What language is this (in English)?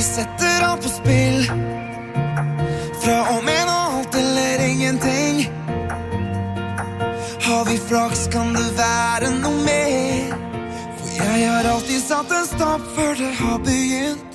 Norwegian